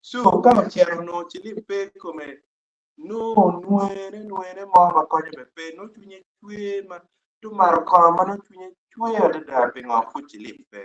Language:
Acoli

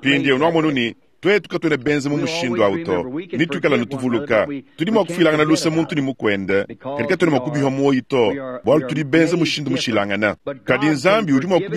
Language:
Luba-Lulua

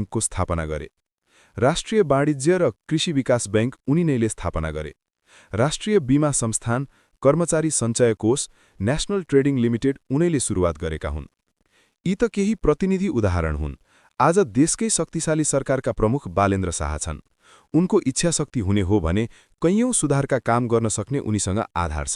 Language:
Nepali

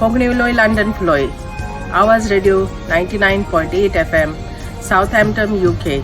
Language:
Konkani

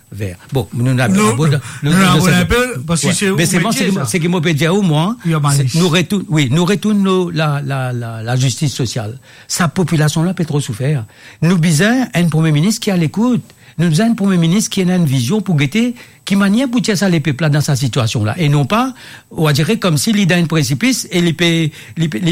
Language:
Morisyen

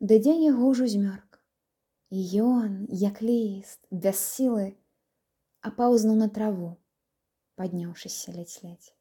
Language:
Belarusian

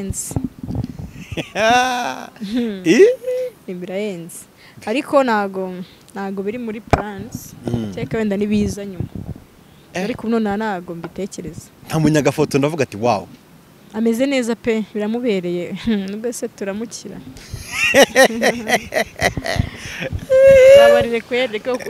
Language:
Kinyarwanda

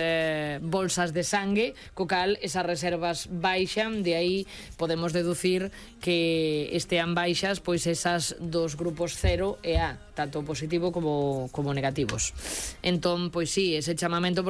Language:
Galician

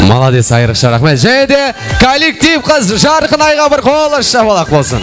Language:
Kara-Kalpak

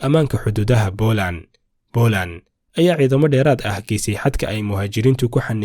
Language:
Somali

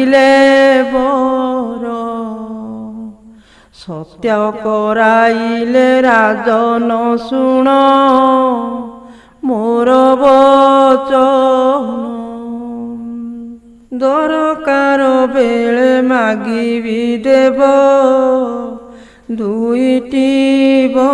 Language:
Odia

